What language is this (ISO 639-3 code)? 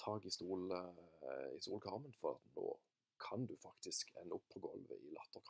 nor